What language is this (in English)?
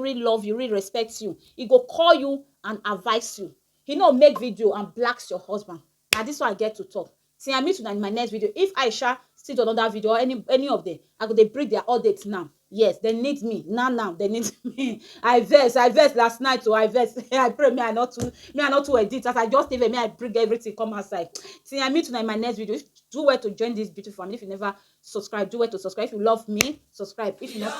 Nigerian Pidgin